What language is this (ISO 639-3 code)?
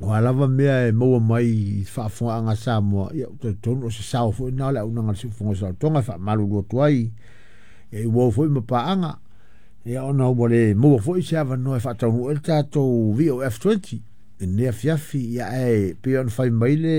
smo